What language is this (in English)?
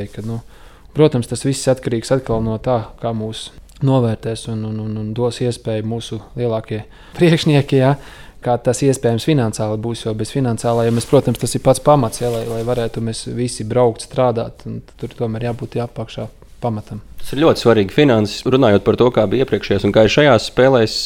Latvian